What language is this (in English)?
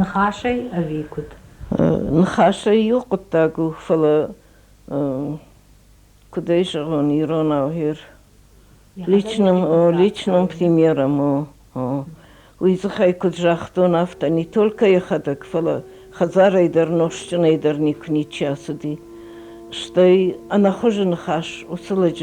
Ossetic